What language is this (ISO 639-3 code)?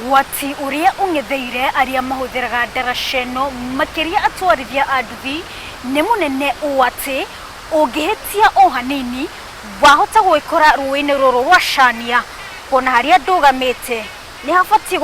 kik